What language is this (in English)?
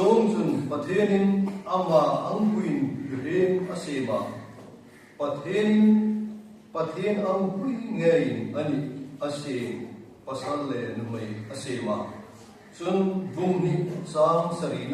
Hmar